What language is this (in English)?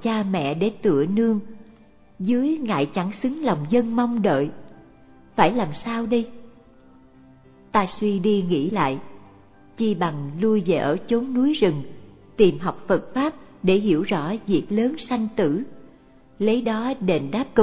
Vietnamese